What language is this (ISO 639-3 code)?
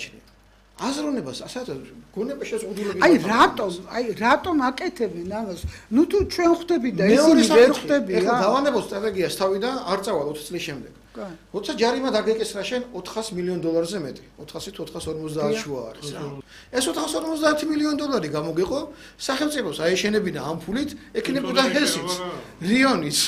kat